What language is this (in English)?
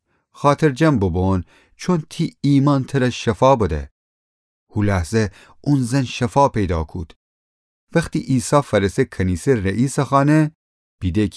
Gilaki